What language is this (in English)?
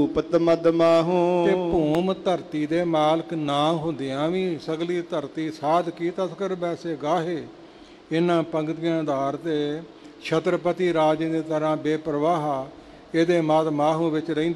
Punjabi